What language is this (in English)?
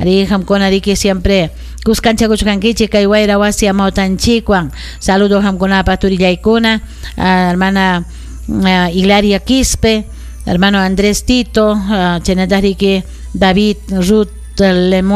Ayacucho Quechua